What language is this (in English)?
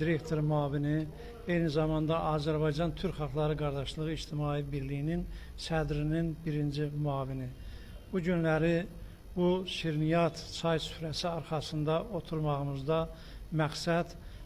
Azerbaijani